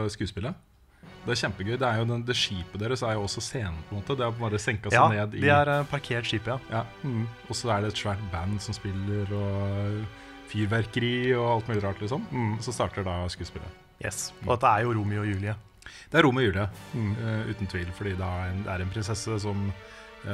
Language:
Norwegian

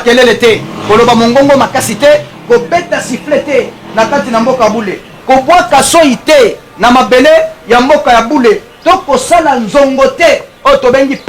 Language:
Lingala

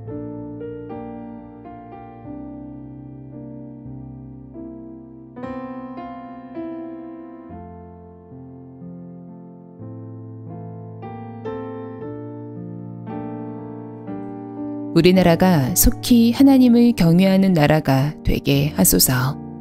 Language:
Korean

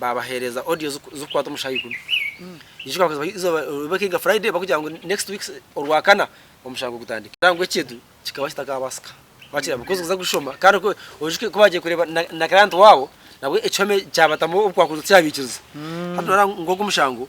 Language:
Nyankole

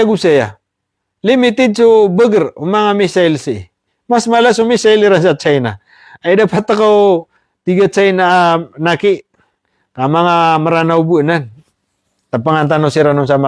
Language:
Maranao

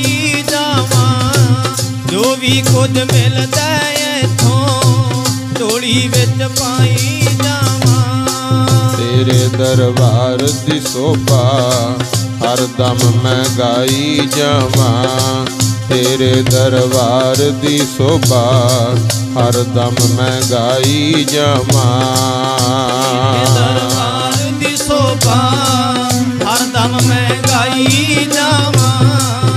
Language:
Punjabi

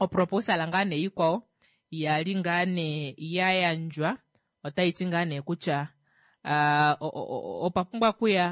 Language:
Kuanyama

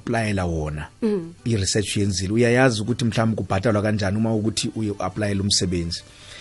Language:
South Ndebele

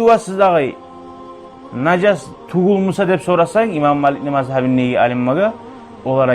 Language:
Kumyk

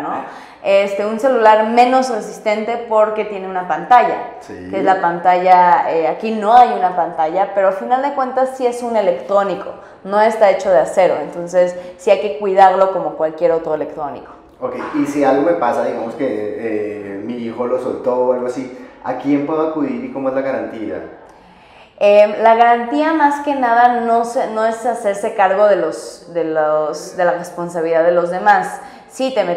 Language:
Spanish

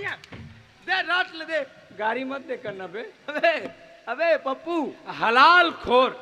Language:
Chhattisgarhi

